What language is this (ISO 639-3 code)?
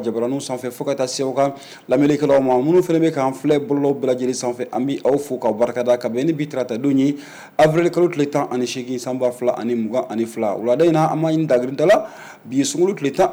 bam